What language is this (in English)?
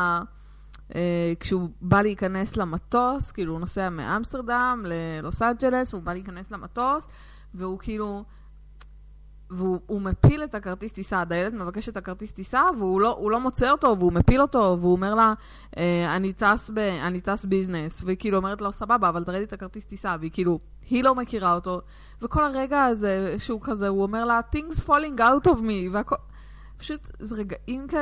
Hebrew